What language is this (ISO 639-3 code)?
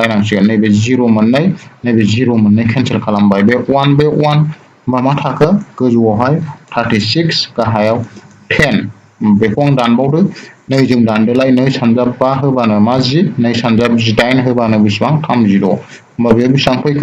brx